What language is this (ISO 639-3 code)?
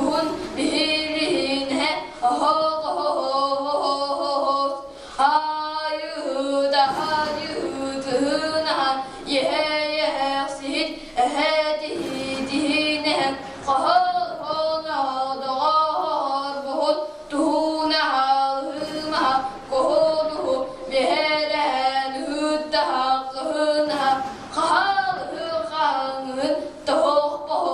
sah